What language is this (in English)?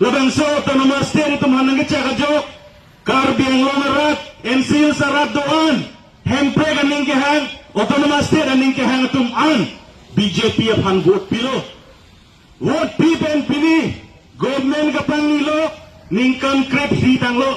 Karbi